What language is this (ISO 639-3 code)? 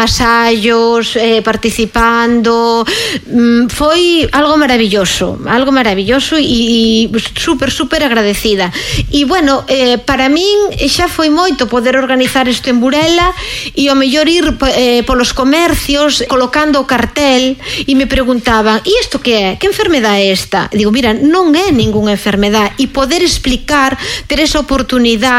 glg